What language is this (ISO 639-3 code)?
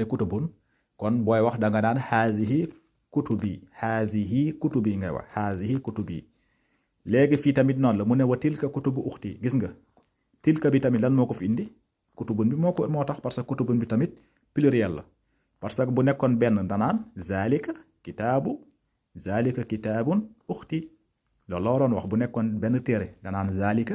wol